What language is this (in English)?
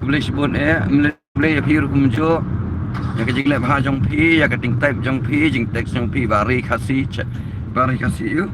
Khasi